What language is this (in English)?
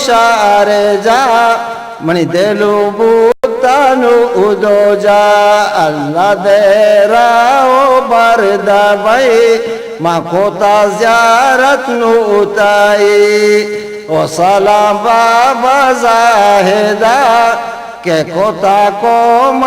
Eastern Balochi